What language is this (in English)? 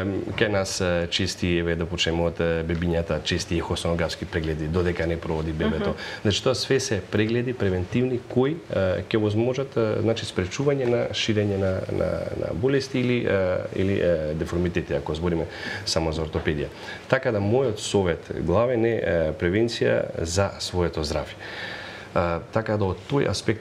Macedonian